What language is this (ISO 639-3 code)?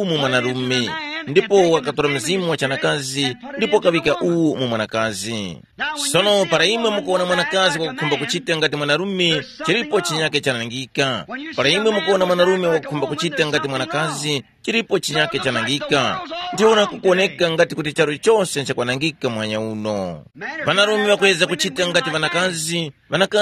tum